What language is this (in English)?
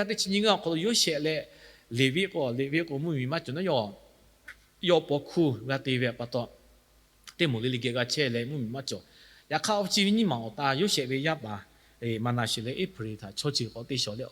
Lahu